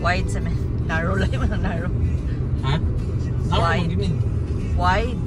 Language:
Cebuano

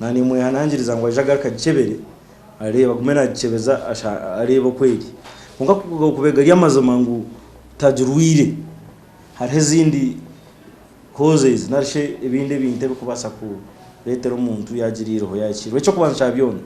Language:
Nyankole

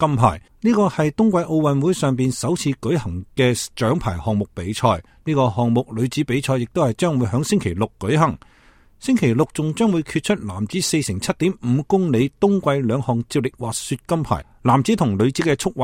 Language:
Cantonese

